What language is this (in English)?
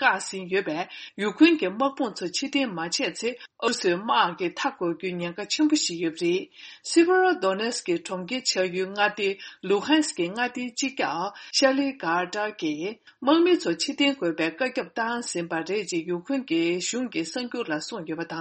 Tibetan